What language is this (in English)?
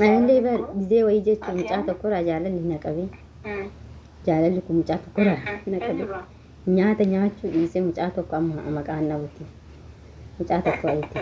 Oromo